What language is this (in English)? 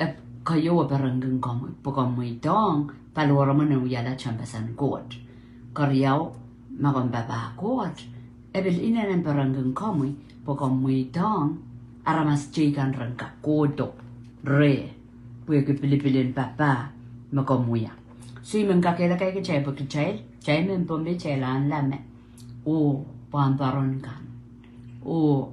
Pohnpeian